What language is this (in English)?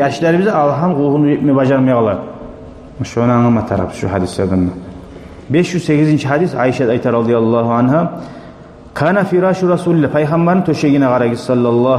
Kumyk